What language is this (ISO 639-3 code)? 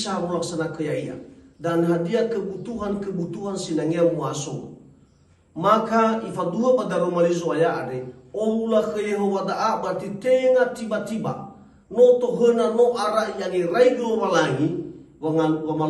nia